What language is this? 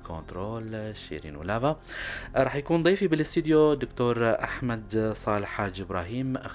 North Levantine Arabic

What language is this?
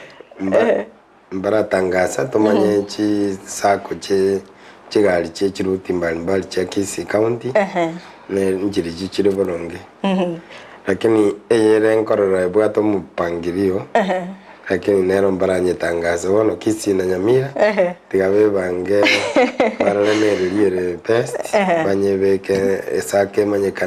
Gusii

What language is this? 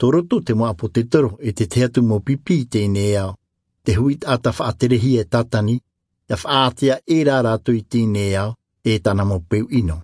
Tahitian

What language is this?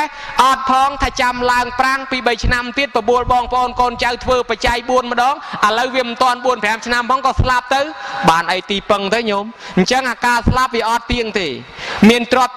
Khmer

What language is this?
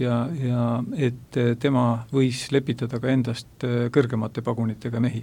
Estonian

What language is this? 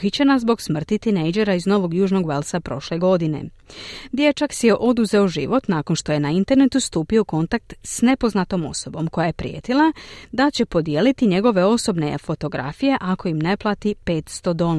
Croatian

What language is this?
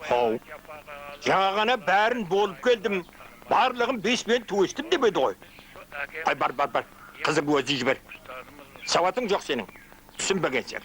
Kara-Kalpak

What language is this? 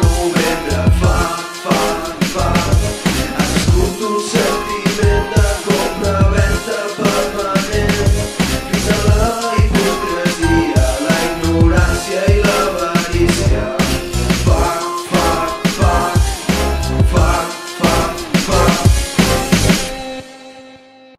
Catalan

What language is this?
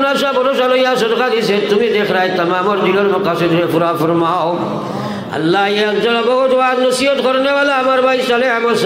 Sylheti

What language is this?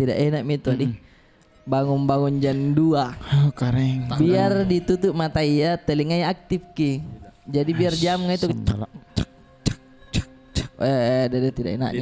Makassar Malay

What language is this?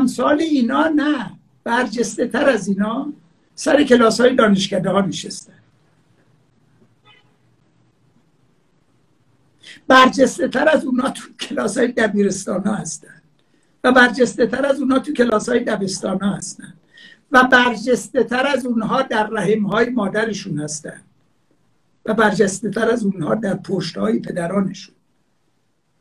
Persian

